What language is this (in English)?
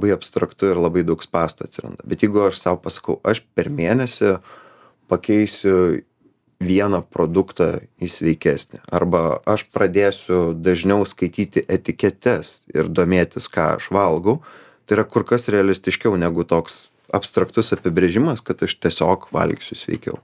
Lithuanian